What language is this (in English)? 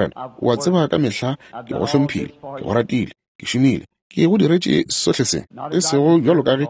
Northern Sotho